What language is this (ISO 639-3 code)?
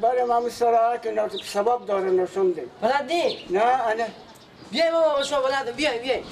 fas